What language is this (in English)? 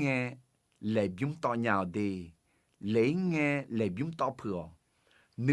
Akha